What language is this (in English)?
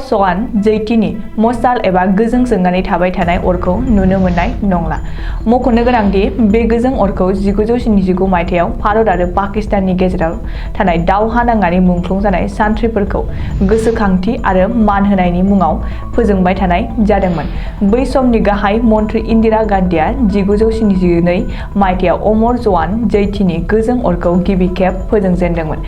Bodo